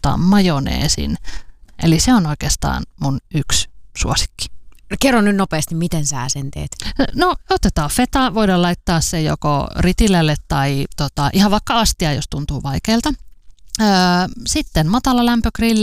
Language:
Finnish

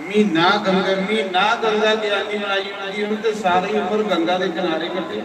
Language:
Dogri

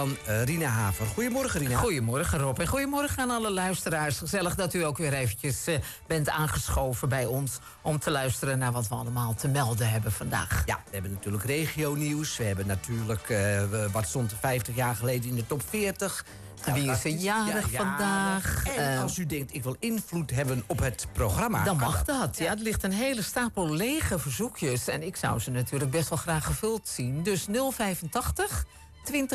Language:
Dutch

